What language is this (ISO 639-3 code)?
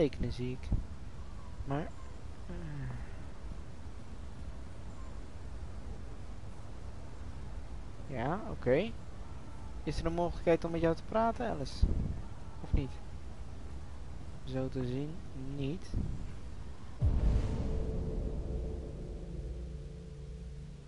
nld